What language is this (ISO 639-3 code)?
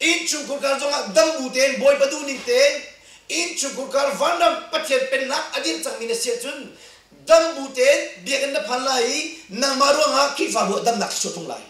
cnh